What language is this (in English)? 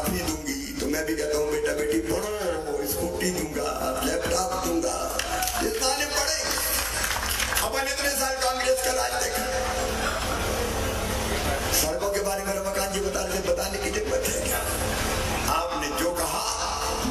Hindi